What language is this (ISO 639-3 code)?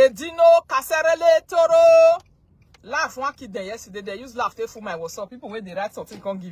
pcm